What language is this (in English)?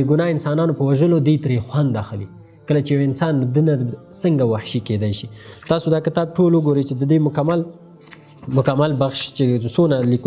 Pashto